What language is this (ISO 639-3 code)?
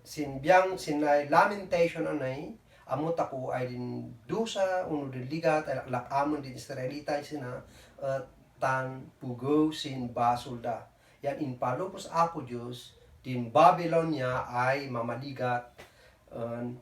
kne